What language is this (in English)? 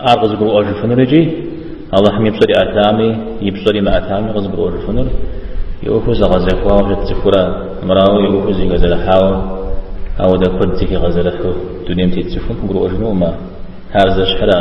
Kabardian